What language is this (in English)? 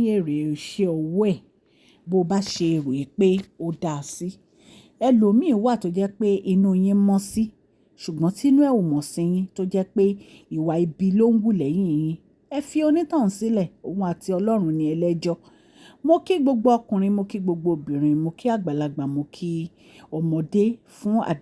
Yoruba